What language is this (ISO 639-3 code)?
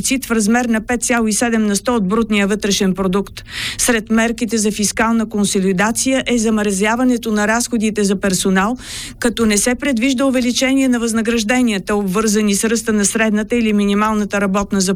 bul